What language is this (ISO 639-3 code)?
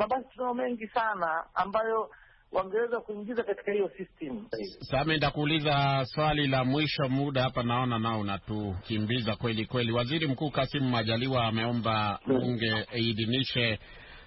swa